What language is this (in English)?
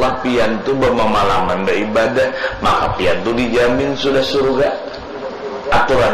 Banjar